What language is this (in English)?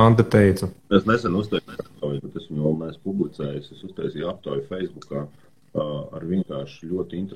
Latvian